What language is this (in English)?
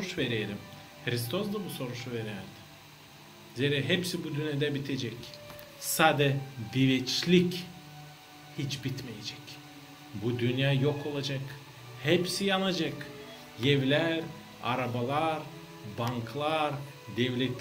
Gagauz